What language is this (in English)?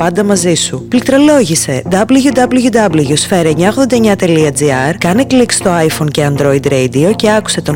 Greek